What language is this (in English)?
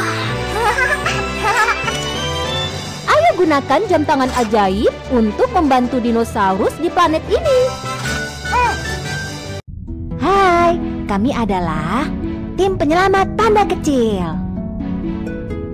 Indonesian